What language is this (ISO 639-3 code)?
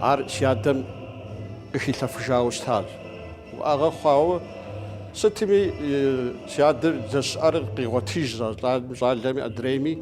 kbd